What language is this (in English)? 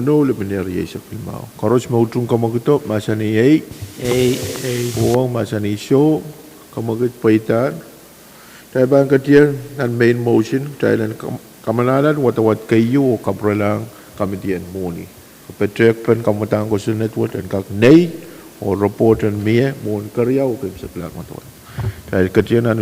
Pohnpeian